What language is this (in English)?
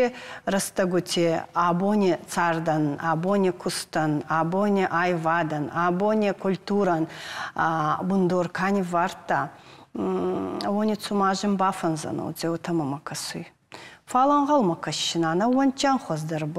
Ossetic